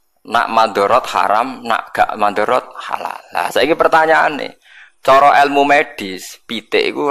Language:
Javanese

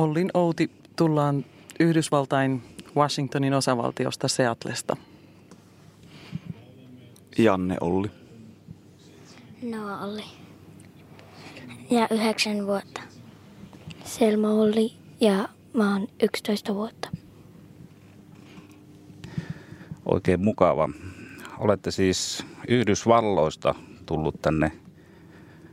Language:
Finnish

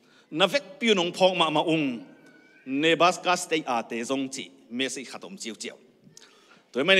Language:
Tedim Chin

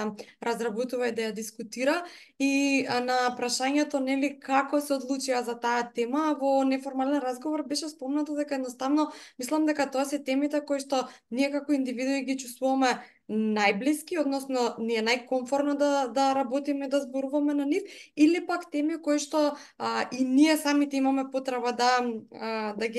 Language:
Macedonian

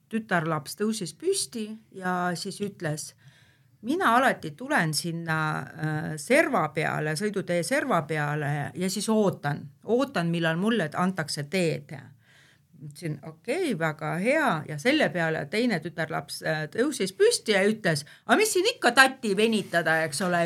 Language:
Estonian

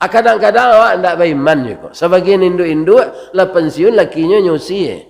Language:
Minangkabau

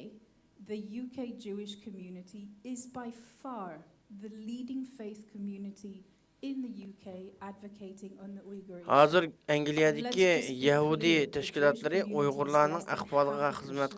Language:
Uyghur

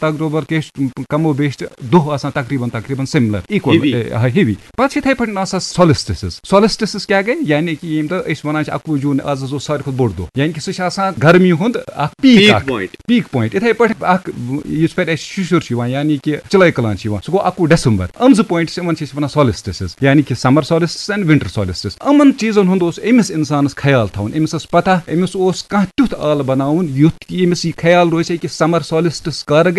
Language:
Kashmiri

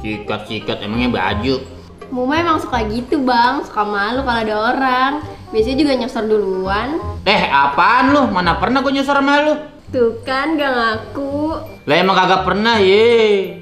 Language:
Betawi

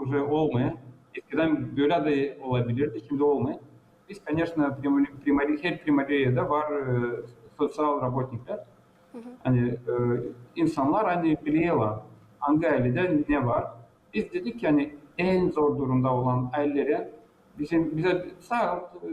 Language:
Gagauz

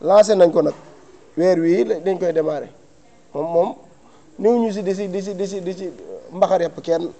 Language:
Wolof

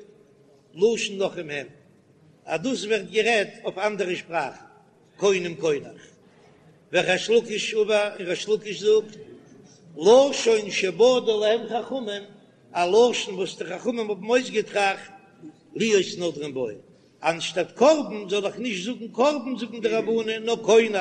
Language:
Yiddish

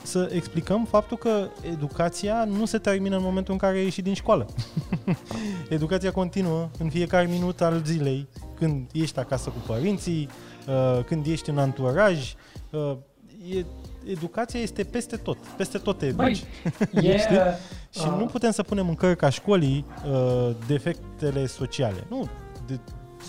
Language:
Romanian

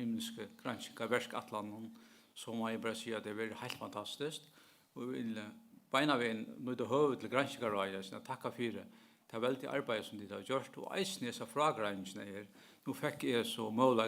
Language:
Faroese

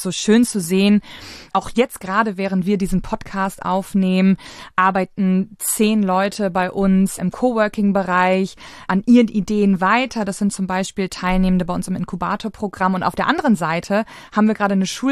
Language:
German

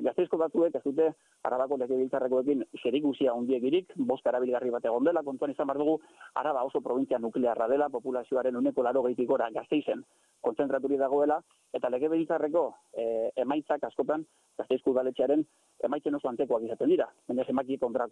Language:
Basque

